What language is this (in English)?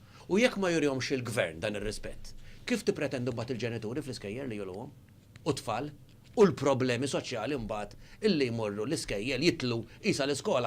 Maltese